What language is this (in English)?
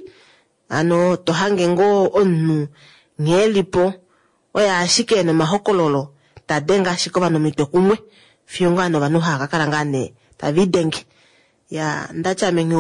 Kuanyama